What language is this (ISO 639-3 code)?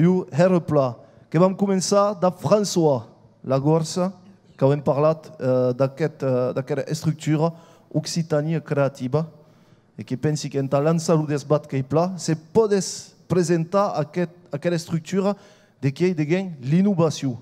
oci